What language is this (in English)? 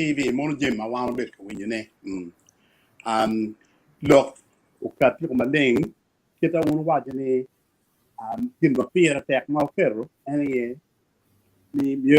Acoli